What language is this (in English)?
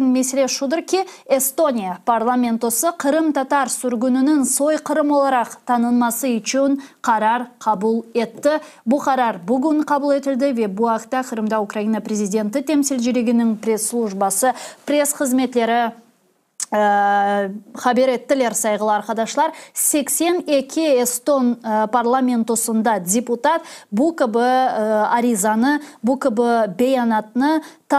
Crimean Tatar